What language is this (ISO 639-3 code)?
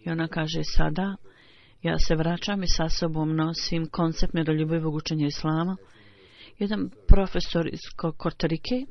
bos